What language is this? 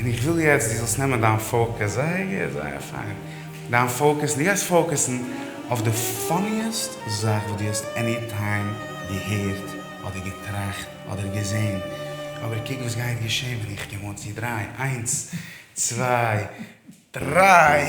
Yiddish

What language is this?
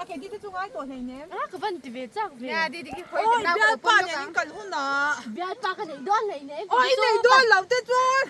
Mizo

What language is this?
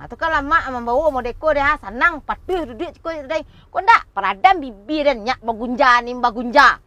Minangkabau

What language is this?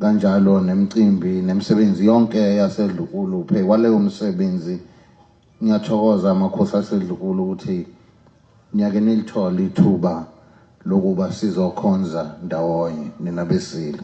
Zulu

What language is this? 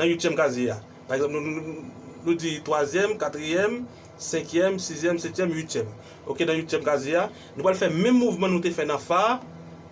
Haitian Creole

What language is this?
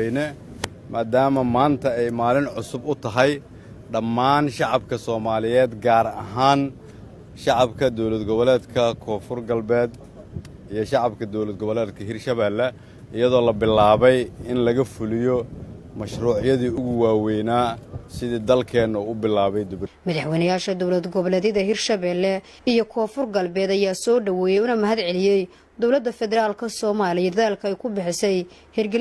Somali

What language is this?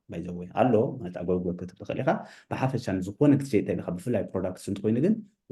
Tigrinya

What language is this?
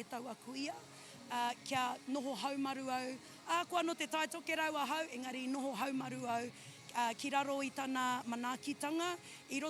Māori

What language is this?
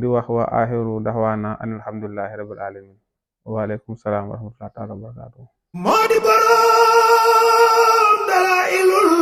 Wolof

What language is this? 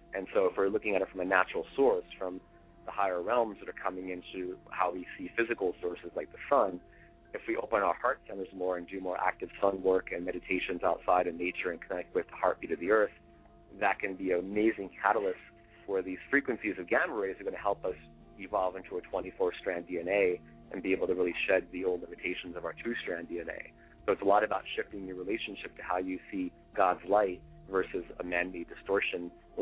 English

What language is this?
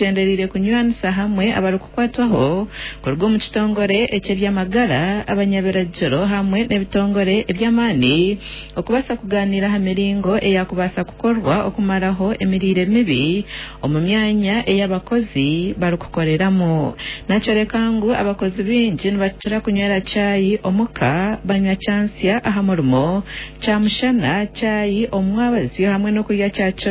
Nyankole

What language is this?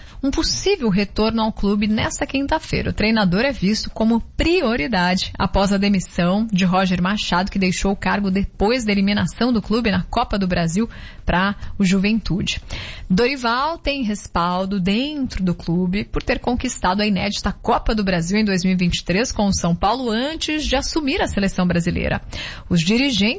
Portuguese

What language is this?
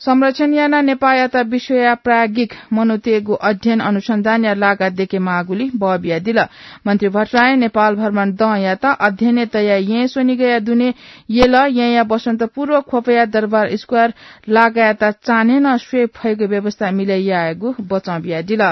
Newari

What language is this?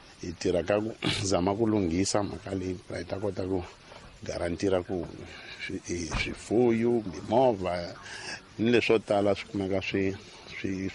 Tsonga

